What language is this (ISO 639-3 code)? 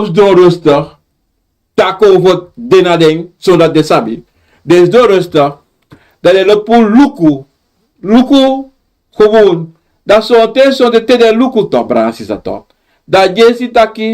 srn